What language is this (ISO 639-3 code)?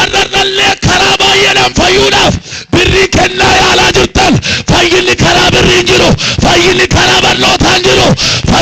orm